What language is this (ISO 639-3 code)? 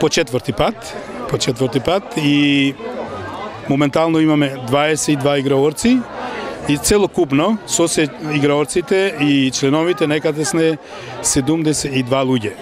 mkd